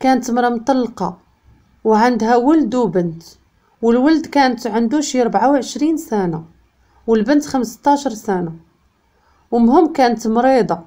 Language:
Moroccan Arabic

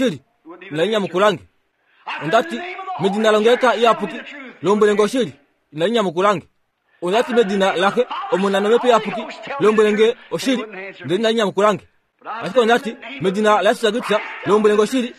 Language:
Kuanyama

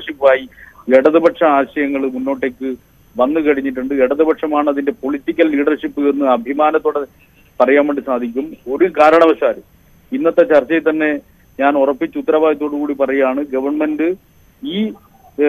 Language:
Malayalam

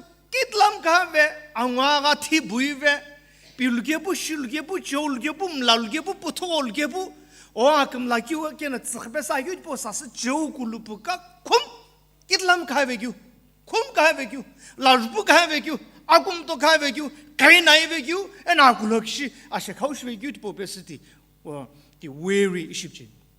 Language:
Sumi Naga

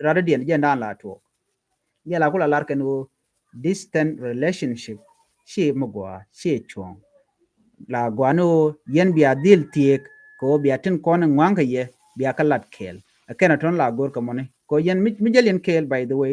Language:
Nuer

